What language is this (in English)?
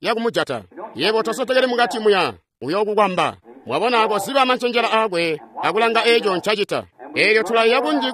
Tonga (Zambia)